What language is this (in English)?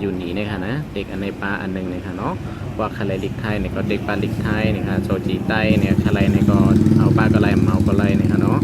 Shan